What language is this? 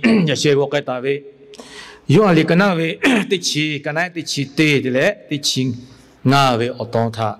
Lahu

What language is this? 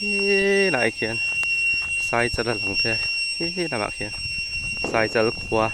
Mizo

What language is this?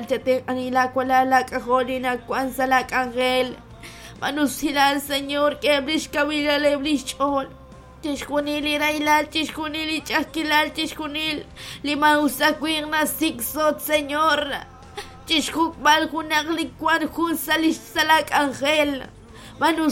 Kekchí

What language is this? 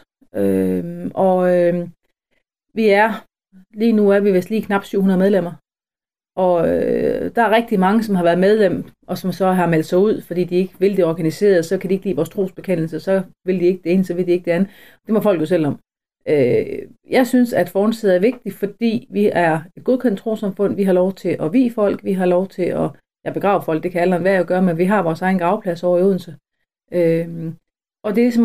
Danish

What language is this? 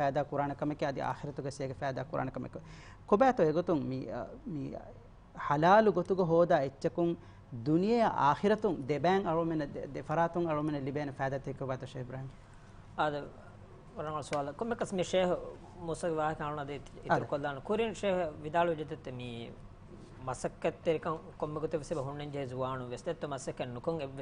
Divehi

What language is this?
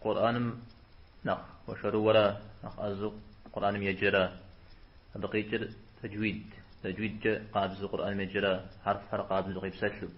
Kabardian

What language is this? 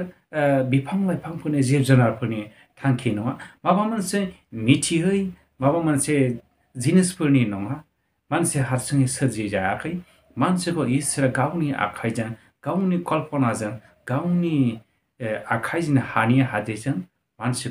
Bodo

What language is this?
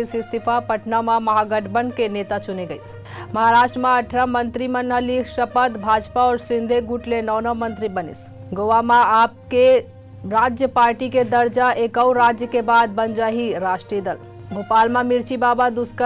Chhattisgarhi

